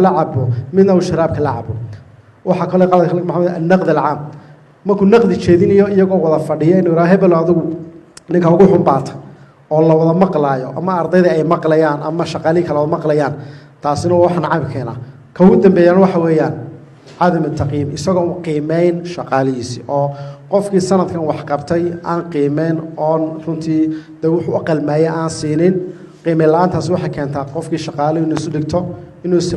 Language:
Somali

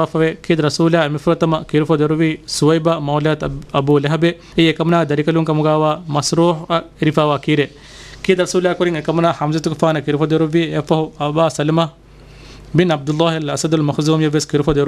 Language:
Divehi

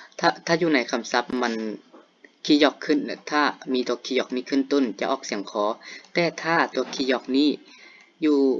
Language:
Lao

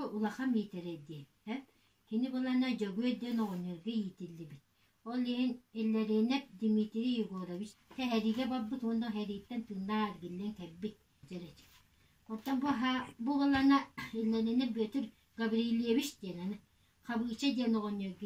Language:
Yakut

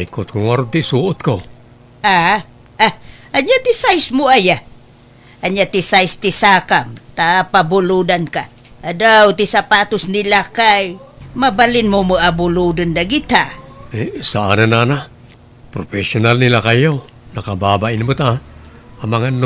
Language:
Iloko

